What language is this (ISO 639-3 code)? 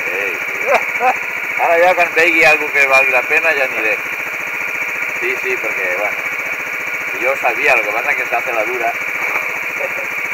cat